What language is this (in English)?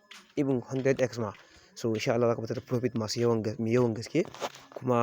Hausa